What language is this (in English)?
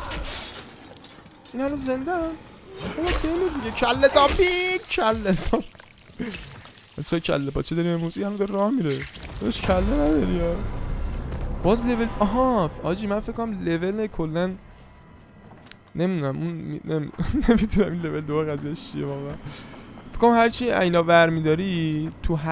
Persian